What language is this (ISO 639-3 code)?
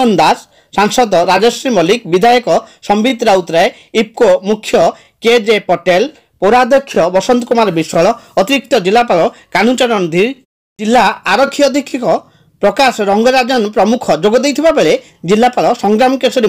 ori